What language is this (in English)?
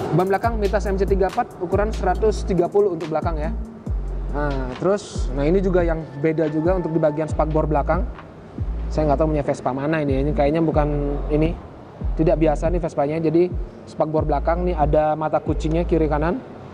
Indonesian